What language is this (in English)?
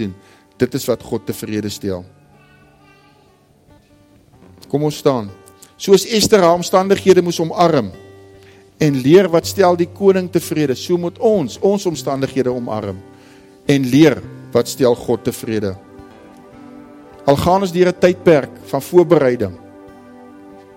Afrikaans